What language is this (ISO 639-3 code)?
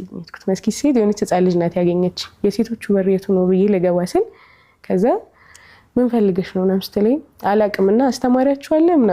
amh